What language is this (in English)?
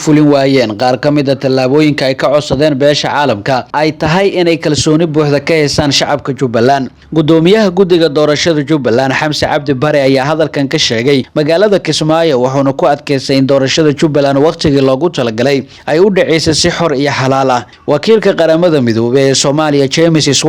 Somali